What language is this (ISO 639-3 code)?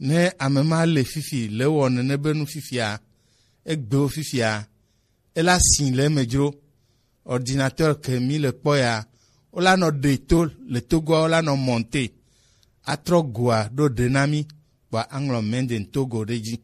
gej